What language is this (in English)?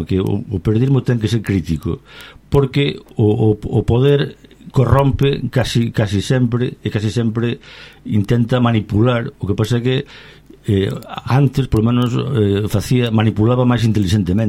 Galician